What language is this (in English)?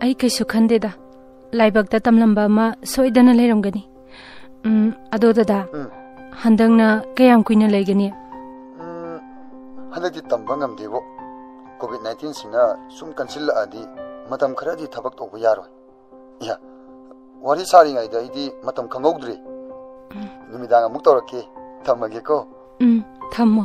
Manipuri